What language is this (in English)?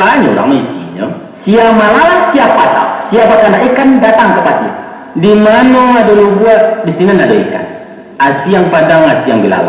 Minangkabau